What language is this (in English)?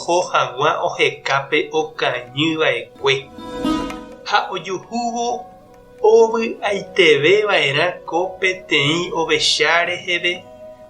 Guarani